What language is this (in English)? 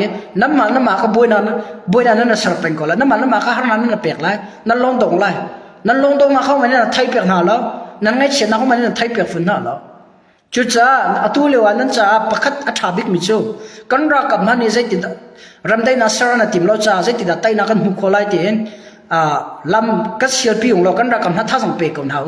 Hakha Chin